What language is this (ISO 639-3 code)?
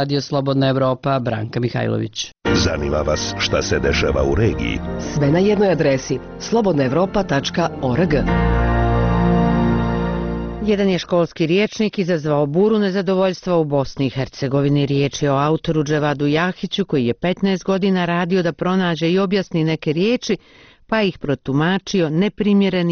bos